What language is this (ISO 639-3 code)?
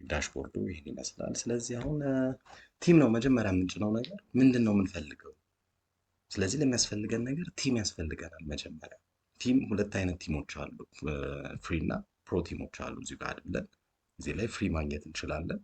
amh